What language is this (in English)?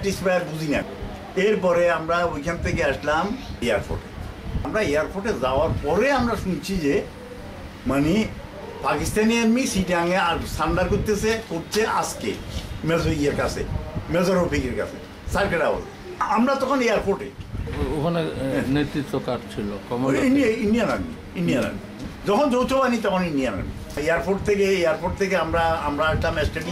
Bangla